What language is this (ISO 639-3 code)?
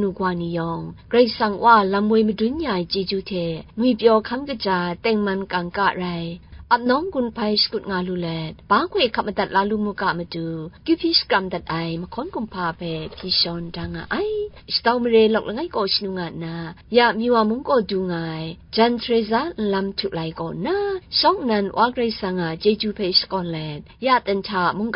kac